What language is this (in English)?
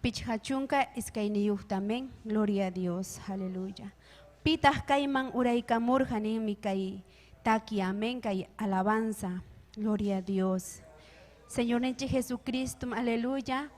Ayacucho Quechua